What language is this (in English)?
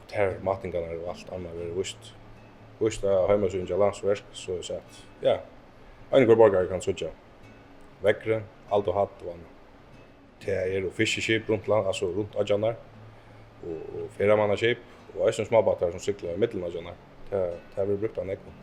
Faroese